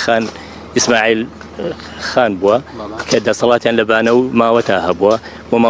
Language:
Central Kurdish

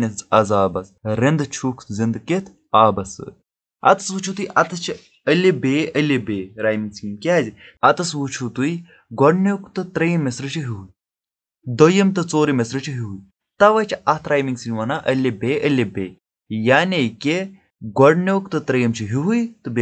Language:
Kashmiri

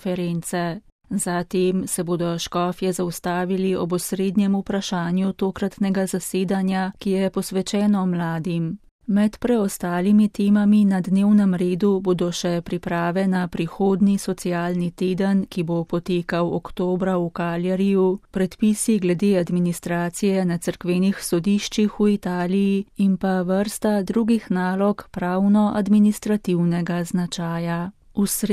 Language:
Slovenian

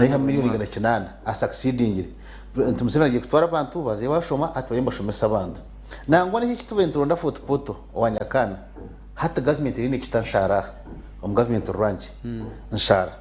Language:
Nyankole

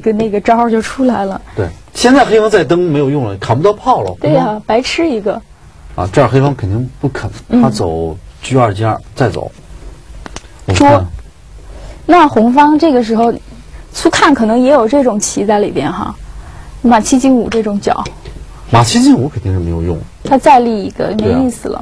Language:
Chinese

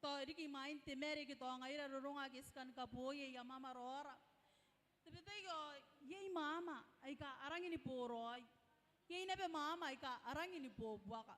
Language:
Gilbertese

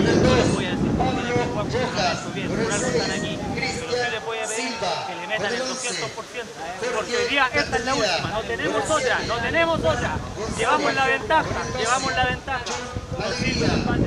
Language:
Spanish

